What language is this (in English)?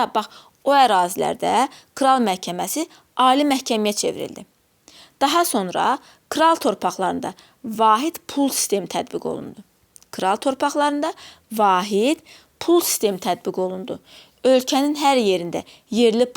Azerbaijani